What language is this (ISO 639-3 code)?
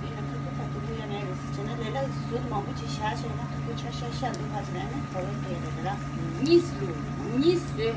bod